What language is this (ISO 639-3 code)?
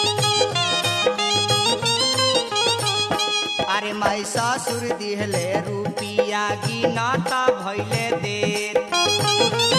bho